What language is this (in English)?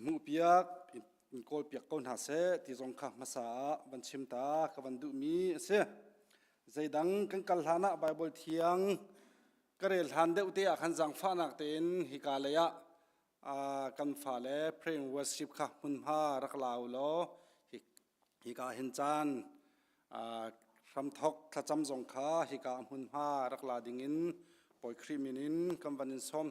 Hakha Chin